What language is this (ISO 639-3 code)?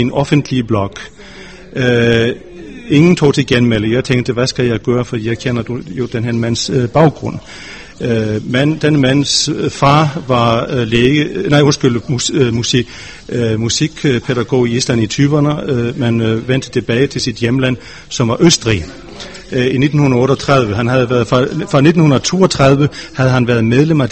dan